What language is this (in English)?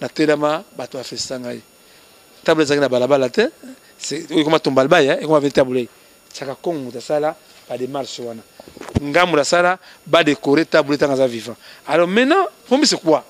Lingala